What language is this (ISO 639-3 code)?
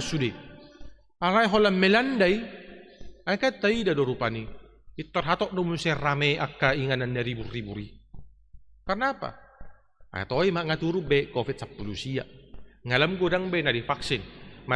bbc